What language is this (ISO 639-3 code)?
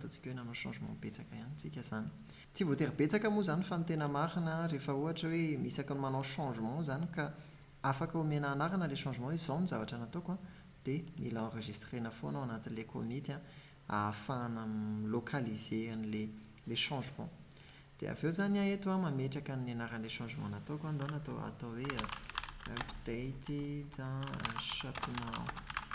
mlg